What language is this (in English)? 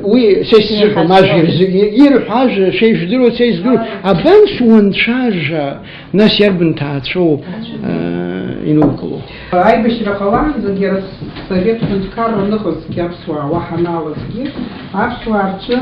Abkhazian